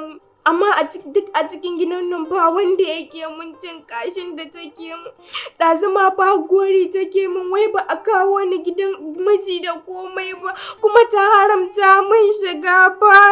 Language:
Hausa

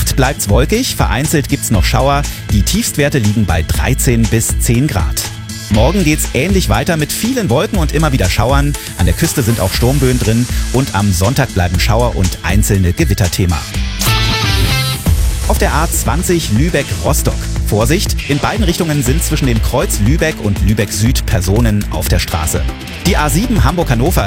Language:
German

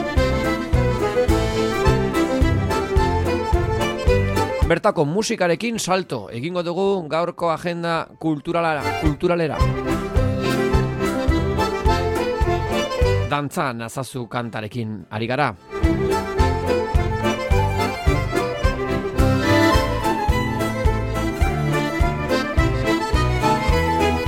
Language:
Basque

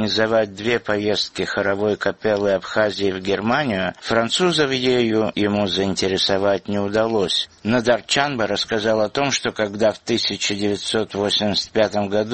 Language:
Russian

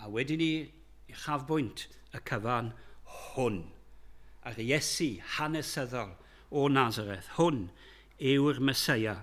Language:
Welsh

